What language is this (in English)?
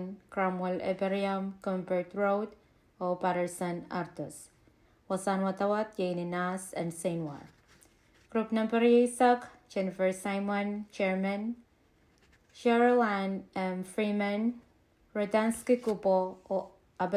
Pohnpeian